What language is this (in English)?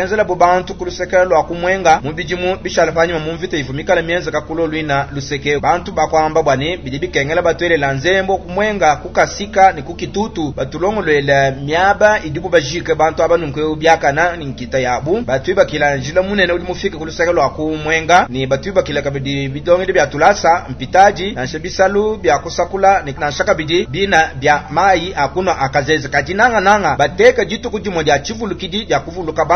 Luba-Lulua